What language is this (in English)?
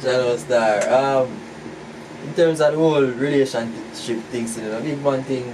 Jamaican Creole English